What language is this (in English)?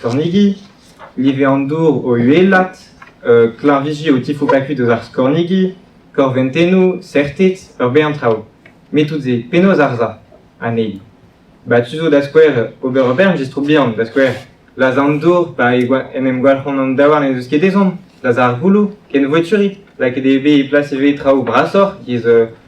Breton